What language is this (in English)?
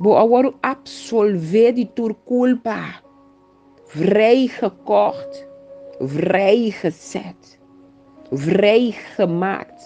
Papiamento